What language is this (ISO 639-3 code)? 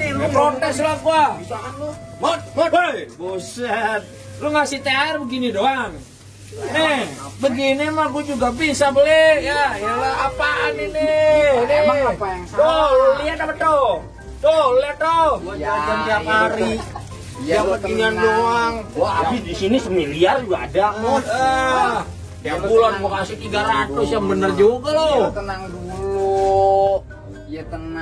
bew